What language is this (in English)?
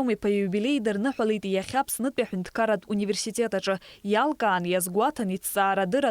Abkhazian